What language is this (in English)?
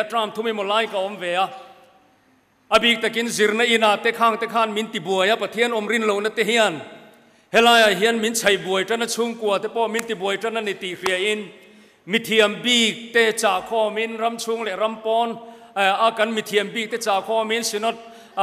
Mizo